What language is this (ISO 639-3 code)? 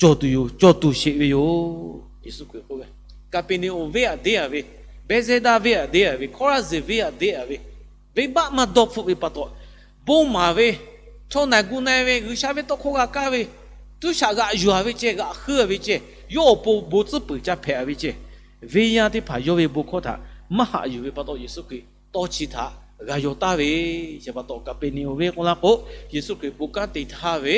lhu